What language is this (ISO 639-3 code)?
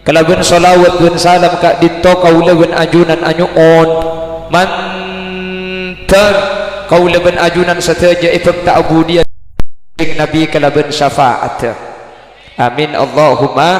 mad